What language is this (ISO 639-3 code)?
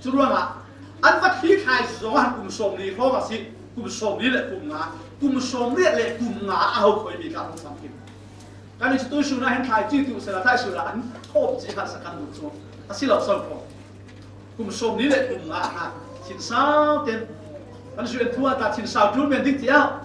cfm